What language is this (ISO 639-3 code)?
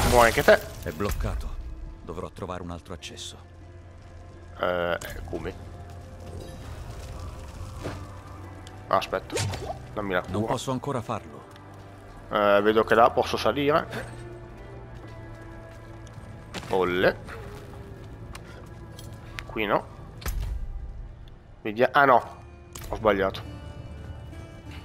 ita